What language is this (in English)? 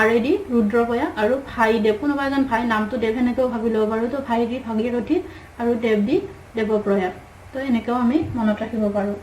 Assamese